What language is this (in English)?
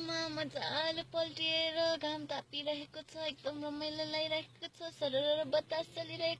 Nepali